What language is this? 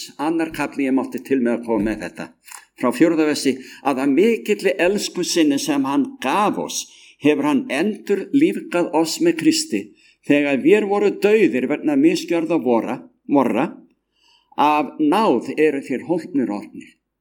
Icelandic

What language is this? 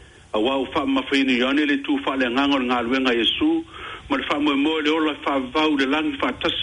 Samoan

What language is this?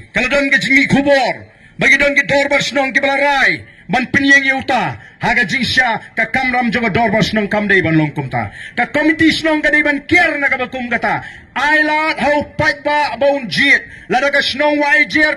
Khasi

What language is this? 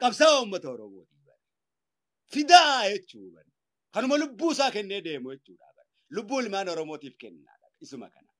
Oromo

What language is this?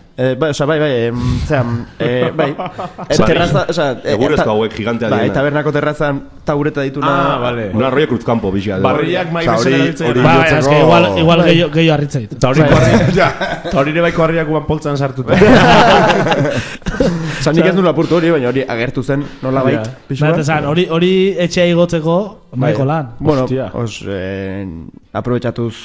Basque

